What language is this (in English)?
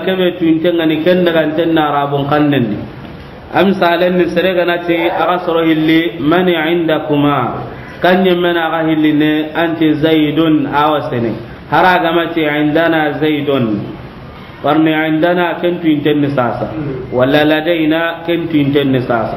Soninke